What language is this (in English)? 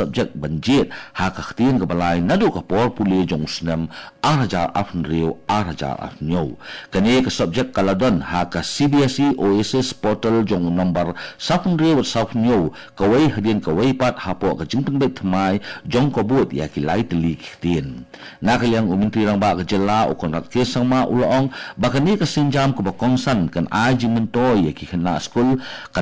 Khasi